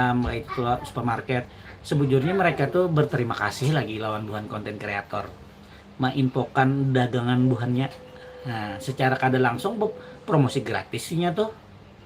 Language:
Banjar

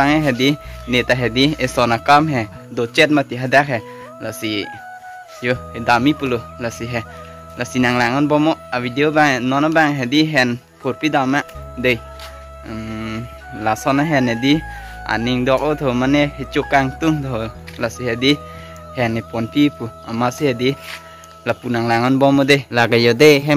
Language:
Karbi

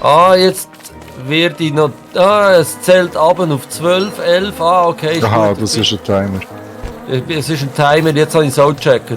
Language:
Swiss German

